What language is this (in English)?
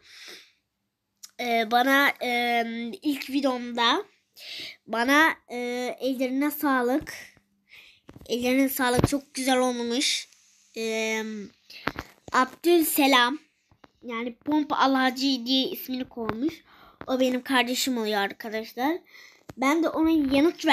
Turkish